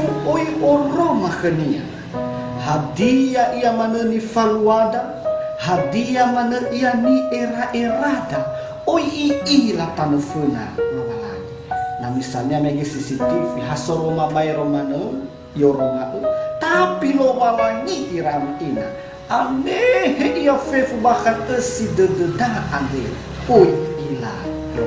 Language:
Nias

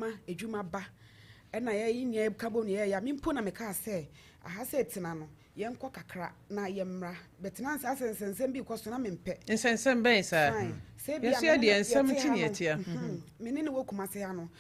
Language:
Akan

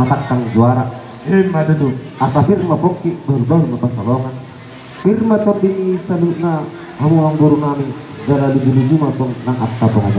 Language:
Batak Toba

